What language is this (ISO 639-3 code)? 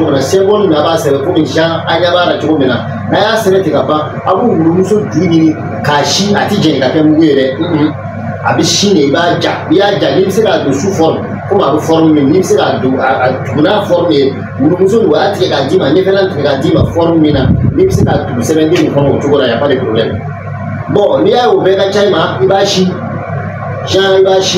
bam